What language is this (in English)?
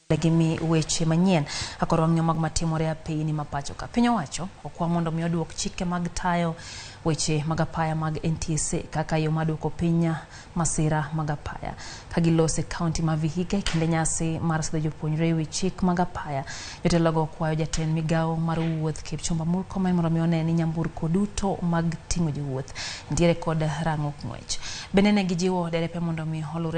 Luo (Kenya and Tanzania)